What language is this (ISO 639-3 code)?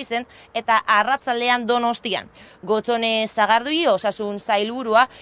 eus